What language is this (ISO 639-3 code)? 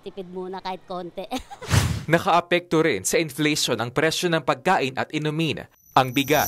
fil